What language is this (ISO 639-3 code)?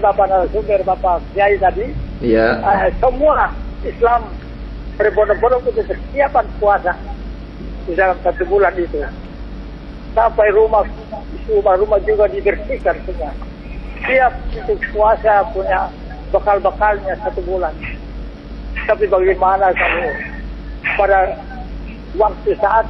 ind